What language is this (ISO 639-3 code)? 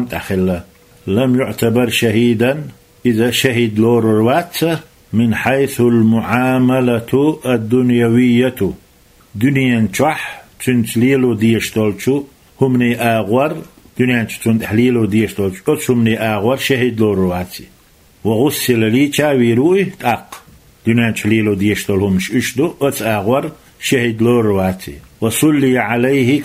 che